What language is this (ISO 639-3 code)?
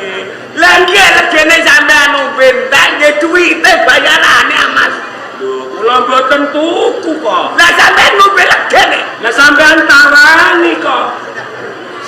jav